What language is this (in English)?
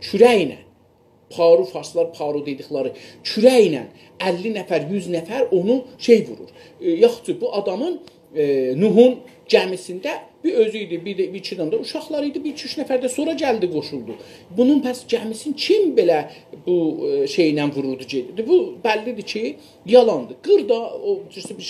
South Azerbaijani